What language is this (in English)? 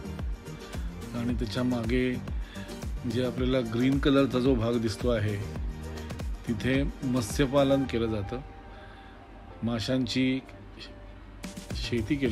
Marathi